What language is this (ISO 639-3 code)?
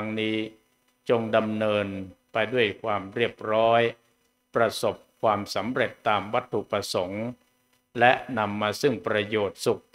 tha